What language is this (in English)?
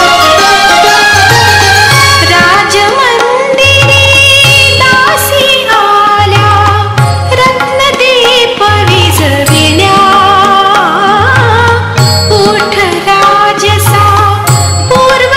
Marathi